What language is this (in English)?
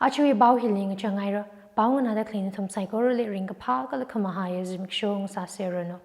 Tangkhul Naga (India)